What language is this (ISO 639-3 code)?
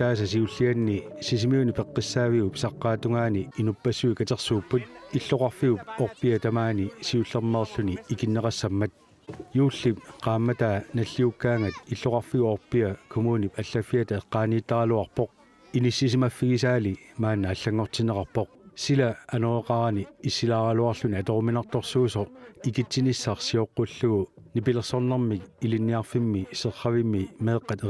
kal